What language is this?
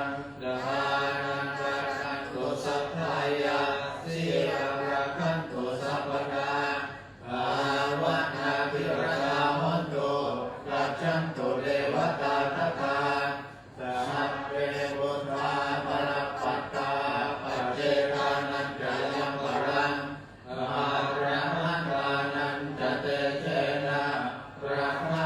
Pali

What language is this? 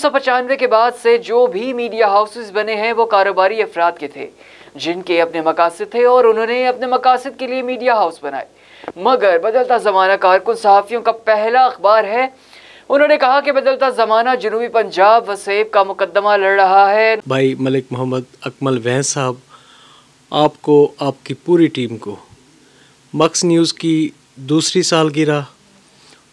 Urdu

